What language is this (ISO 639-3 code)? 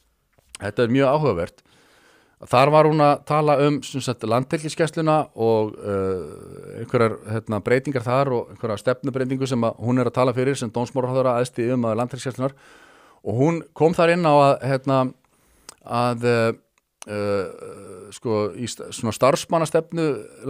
isl